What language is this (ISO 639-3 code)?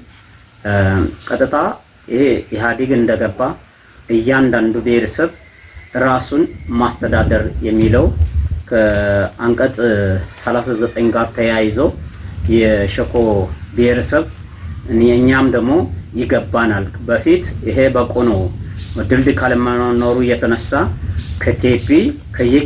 amh